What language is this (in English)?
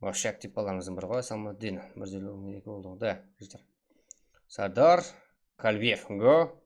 Kara-Kalpak